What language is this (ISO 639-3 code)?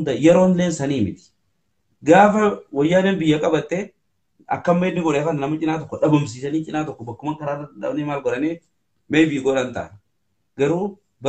orm